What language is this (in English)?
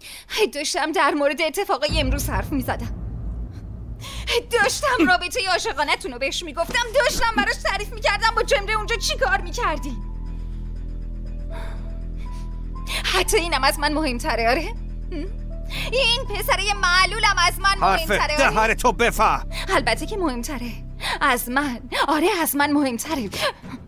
Persian